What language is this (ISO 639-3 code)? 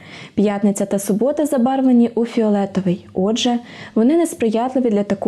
ukr